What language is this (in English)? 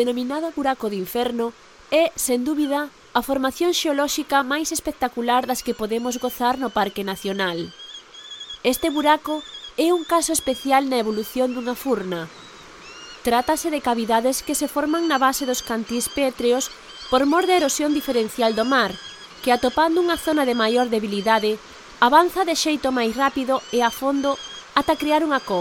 Galician